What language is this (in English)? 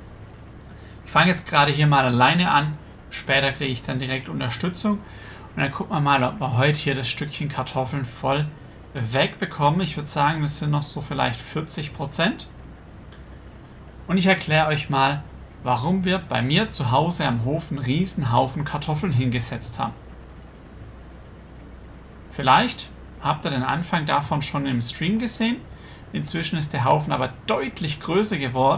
German